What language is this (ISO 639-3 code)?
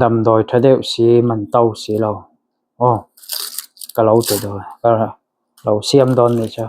lus